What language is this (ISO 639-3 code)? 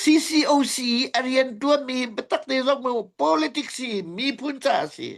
cnh